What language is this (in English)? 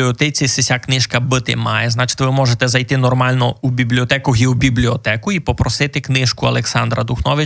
Rusyn